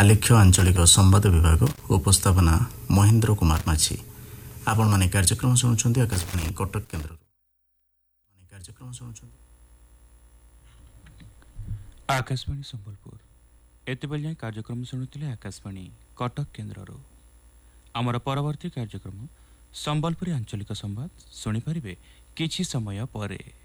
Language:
Odia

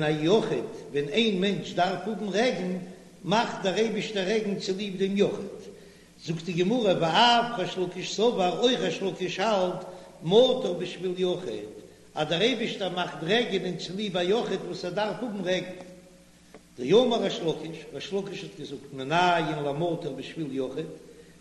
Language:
Yiddish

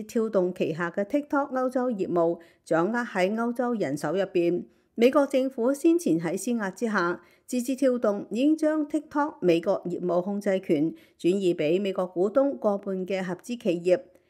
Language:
Cantonese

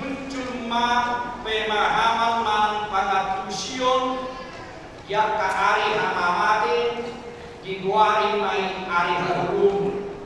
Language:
Batak Toba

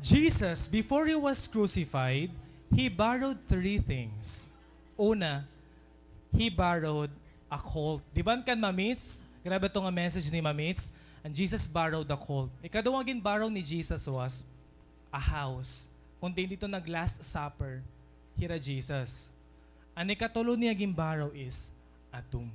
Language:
Waray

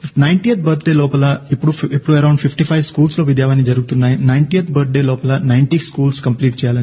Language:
Telugu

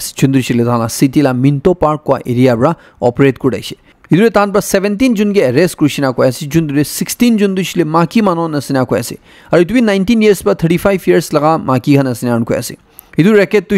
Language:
Naga Pidgin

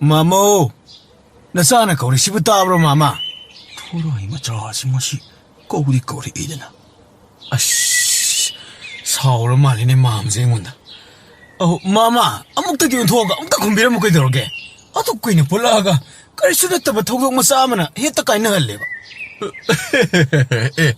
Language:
Manipuri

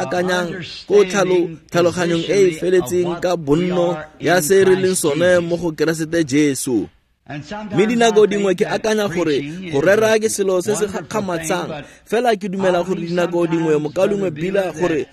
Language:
Tswana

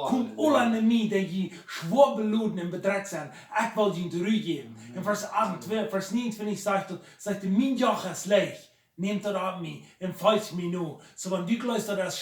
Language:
Plautdietsch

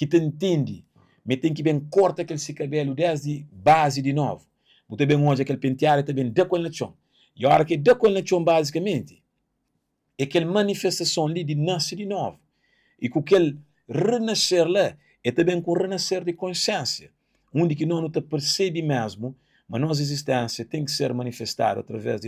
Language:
Kabuverdianu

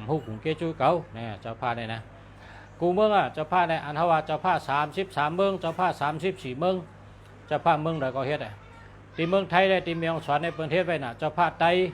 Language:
Shan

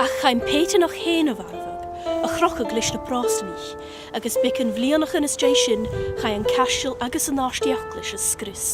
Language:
Scottish Gaelic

